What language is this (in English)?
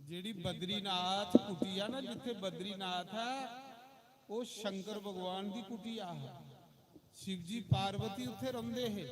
Dogri